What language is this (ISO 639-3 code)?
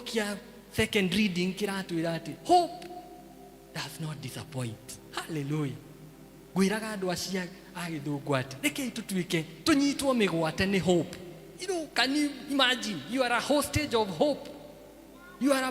kik